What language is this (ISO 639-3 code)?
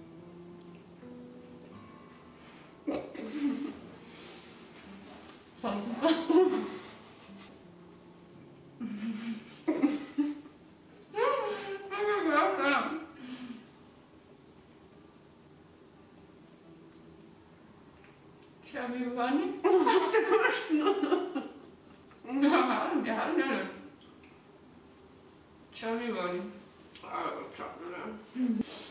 dan